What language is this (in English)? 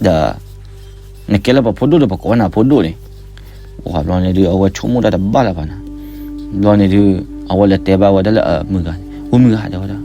S'gaw Karen